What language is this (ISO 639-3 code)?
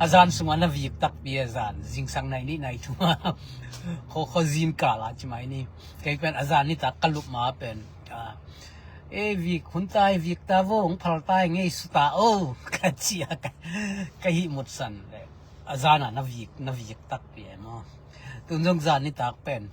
ctd